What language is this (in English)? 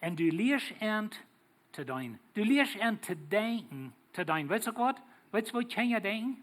Plautdietsch